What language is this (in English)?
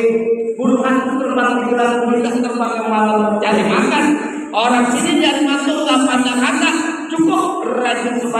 Betawi